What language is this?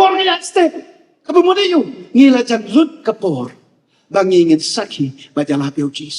Khasi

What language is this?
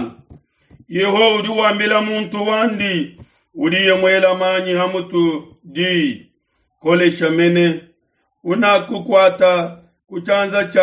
Luba-Lulua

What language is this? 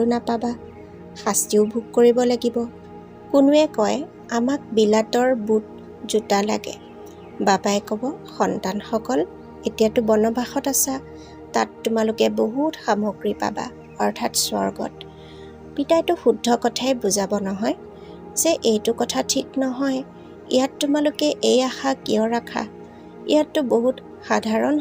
Assamese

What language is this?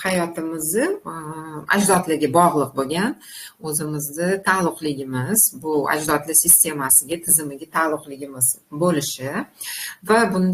Uzbek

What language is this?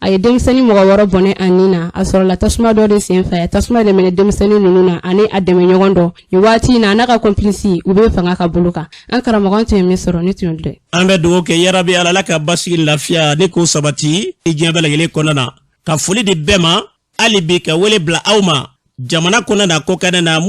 Bambara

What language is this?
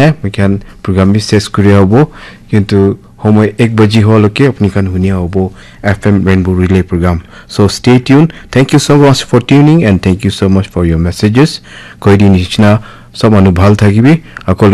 Naga Pidgin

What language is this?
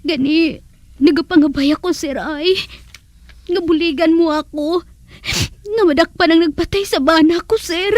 Hiligaynon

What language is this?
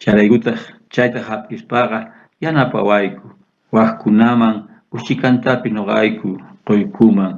South Bolivian Quechua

